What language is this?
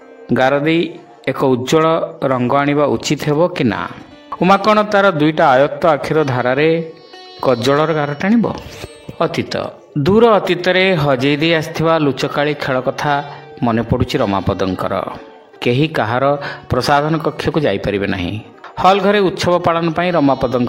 Odia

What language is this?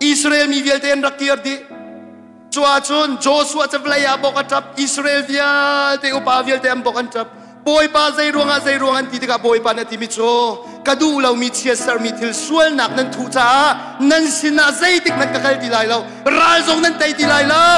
Hakha Chin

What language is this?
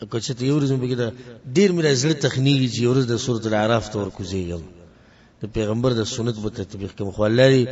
Pashto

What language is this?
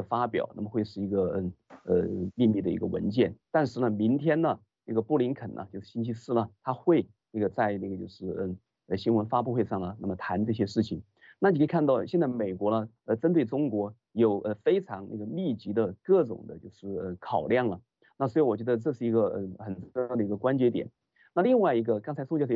Chinese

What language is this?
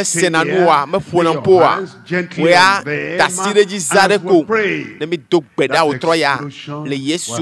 Ewe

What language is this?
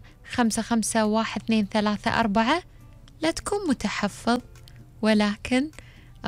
Gulf Arabic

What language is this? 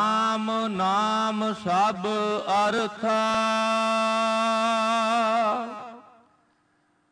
Punjabi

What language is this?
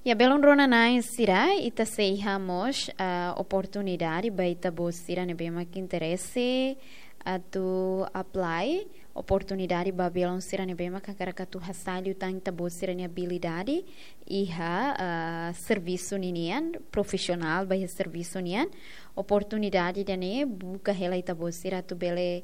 Tetum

